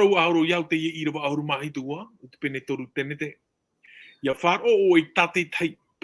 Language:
Tahitian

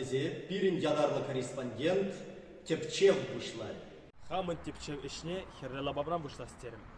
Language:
Chuvash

